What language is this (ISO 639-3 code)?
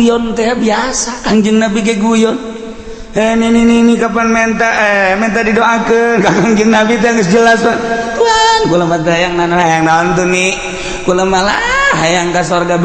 sun